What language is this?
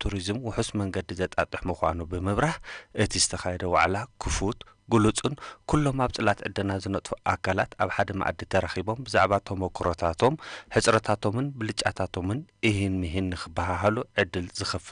Tigrinya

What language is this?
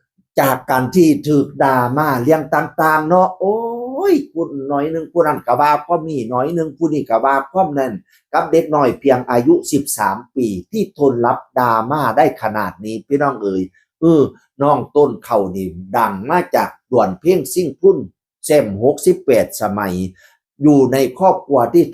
Northeastern Thai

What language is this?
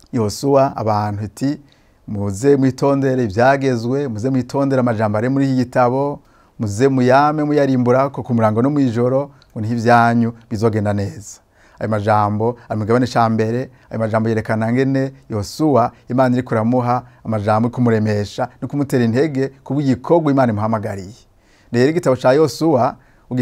Rundi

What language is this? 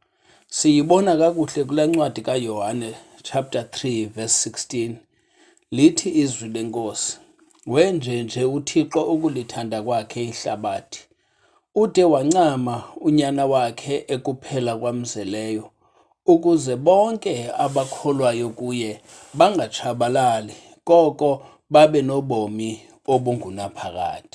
Xhosa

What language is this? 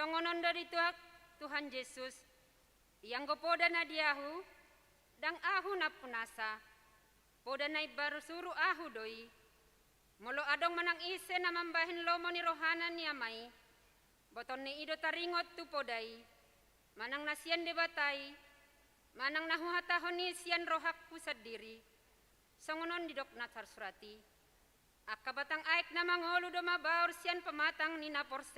Batak Toba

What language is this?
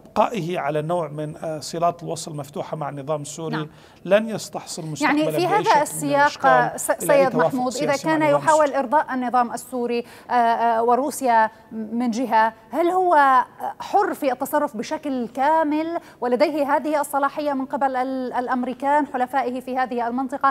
Arabic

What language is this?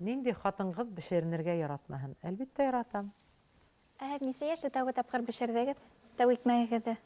Bashkir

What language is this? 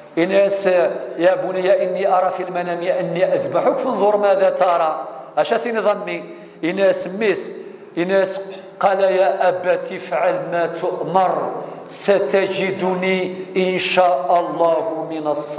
Kabyle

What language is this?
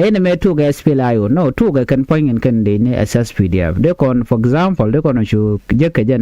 Nuer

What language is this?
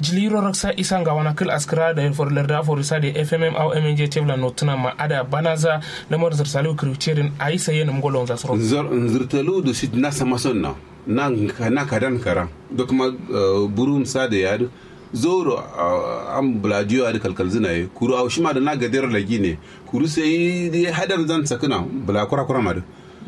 Kanuri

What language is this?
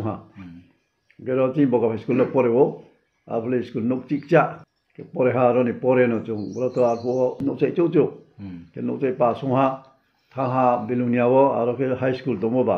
Riang (India)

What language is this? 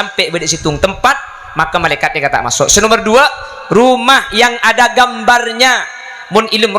Madurese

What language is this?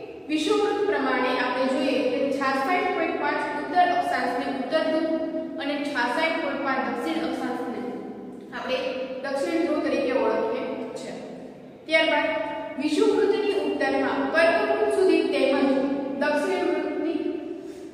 Gujarati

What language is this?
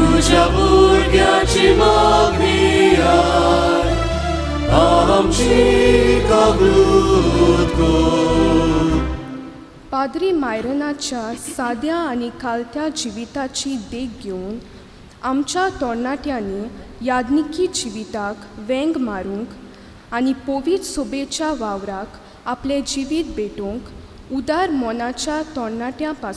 Konkani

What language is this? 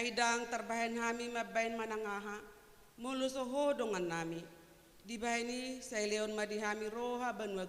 Batak Toba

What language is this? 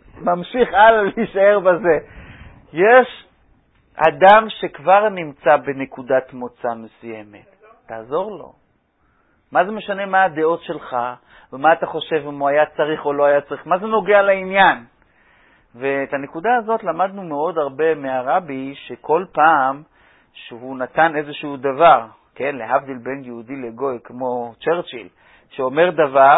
Hebrew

